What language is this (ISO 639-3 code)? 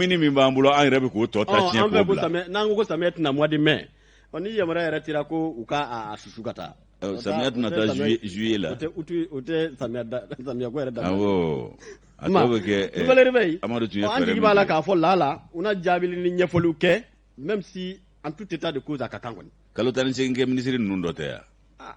bam